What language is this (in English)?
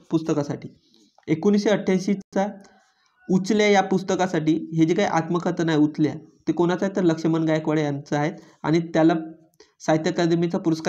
Marathi